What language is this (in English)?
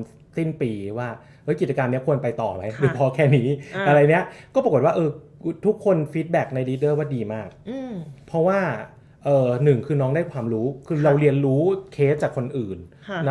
Thai